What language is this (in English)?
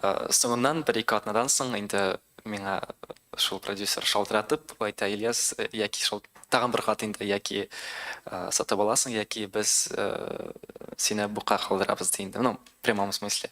Tatar